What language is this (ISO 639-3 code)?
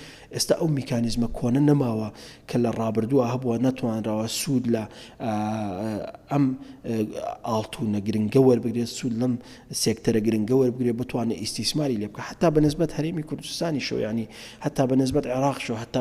ckb